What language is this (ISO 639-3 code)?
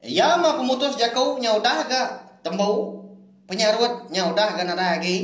iba